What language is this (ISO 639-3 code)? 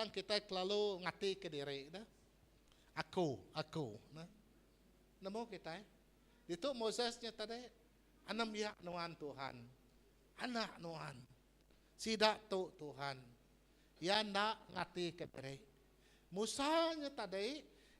iba